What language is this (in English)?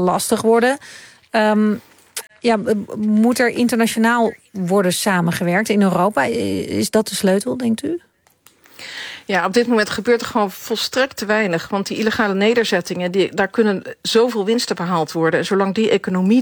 Dutch